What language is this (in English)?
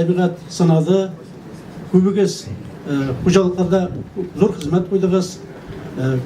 Tatar